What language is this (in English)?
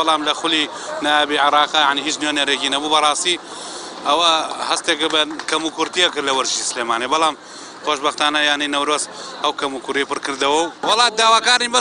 Central Kurdish